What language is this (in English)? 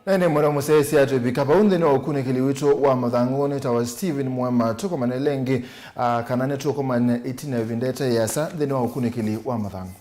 Kamba